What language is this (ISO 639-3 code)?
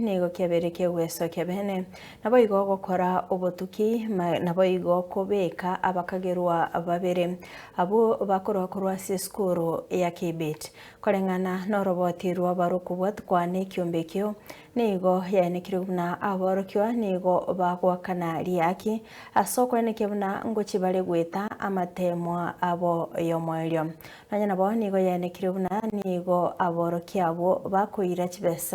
guz